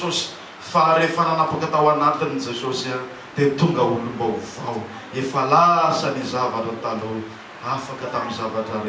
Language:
Malagasy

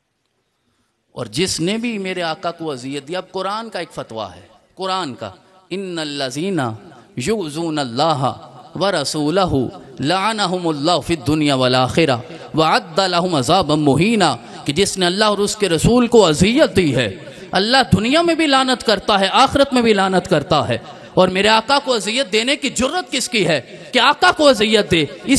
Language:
Urdu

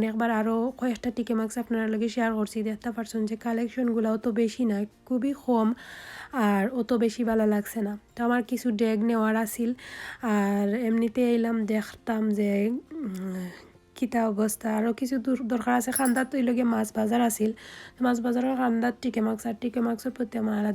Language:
Sylheti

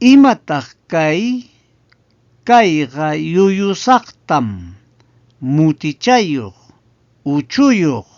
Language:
Ayacucho Quechua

